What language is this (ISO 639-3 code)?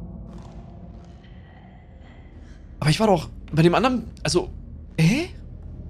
deu